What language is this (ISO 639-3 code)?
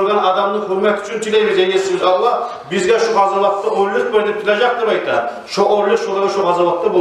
kum